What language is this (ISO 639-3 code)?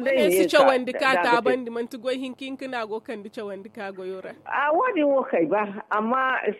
dje